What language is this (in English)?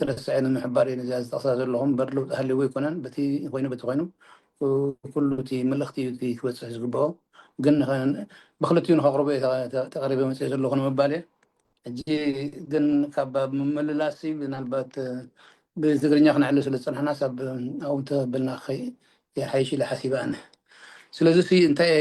Tigrinya